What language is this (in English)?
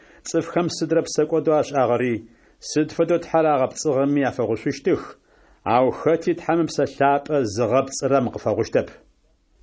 Adyghe